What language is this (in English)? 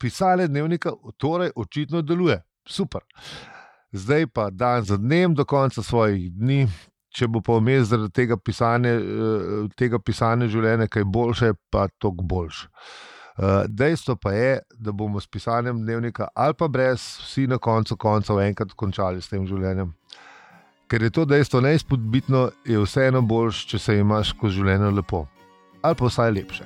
Slovenian